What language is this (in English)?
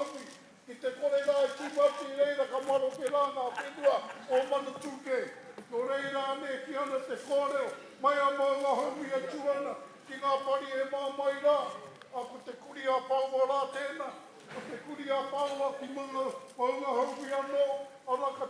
Māori